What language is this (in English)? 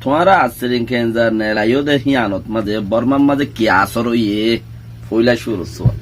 Rohingya